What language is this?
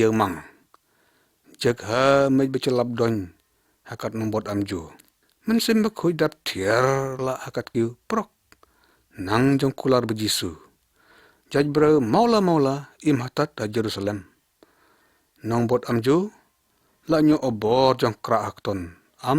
Lyngngam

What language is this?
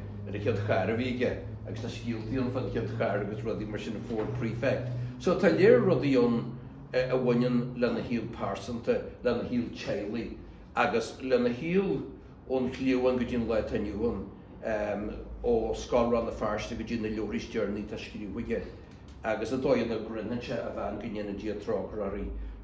Irish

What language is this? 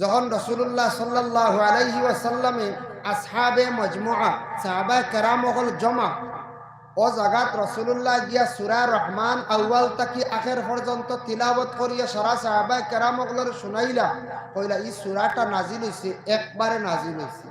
Sylheti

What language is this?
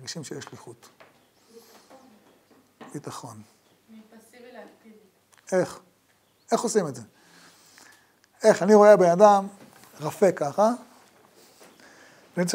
Hebrew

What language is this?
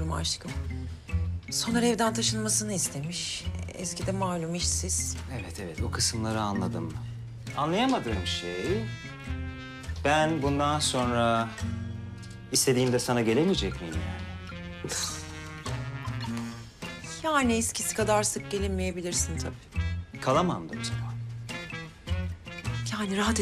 Turkish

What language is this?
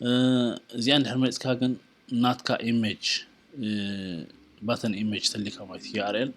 Tigrinya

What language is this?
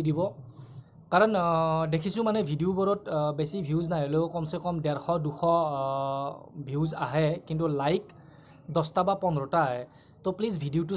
Assamese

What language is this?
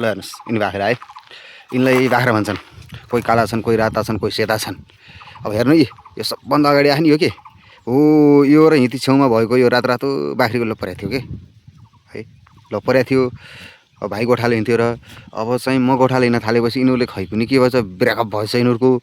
Nepali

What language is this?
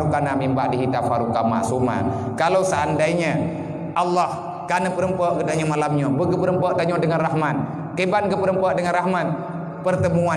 Achinese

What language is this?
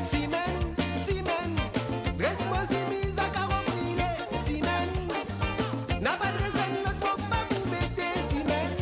Morisyen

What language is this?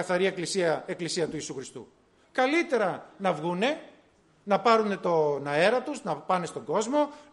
Greek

